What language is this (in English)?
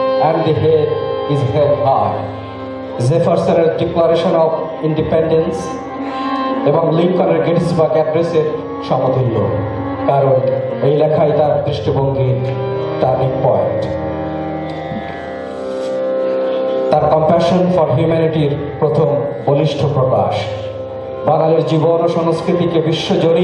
Bangla